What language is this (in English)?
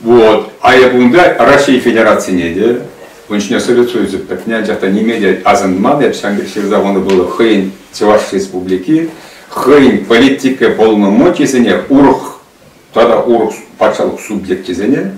Chuvash